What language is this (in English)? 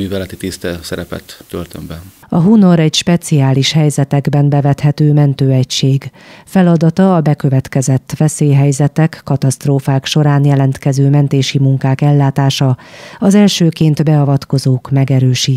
Hungarian